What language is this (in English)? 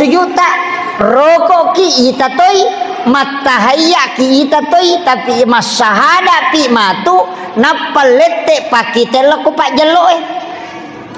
Buginese